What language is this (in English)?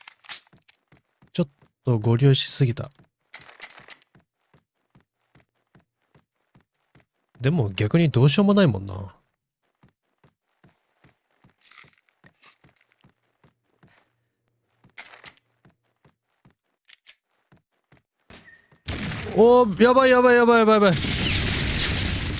Japanese